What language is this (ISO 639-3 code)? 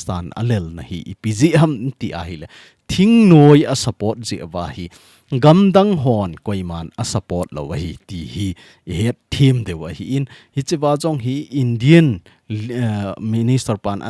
tcz